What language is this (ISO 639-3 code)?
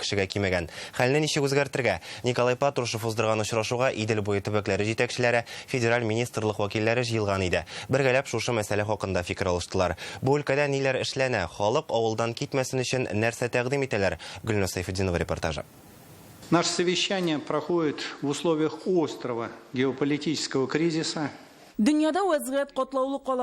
tat